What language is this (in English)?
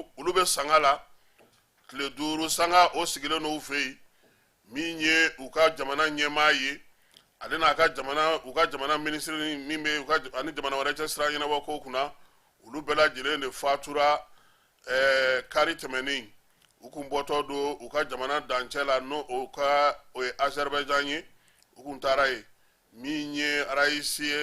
Bambara